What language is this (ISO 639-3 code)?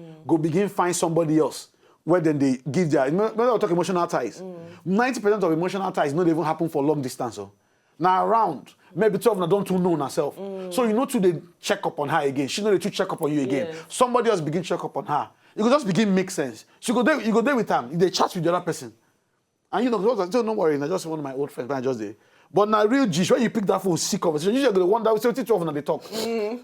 pcm